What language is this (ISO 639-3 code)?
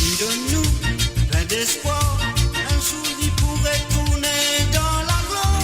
mfe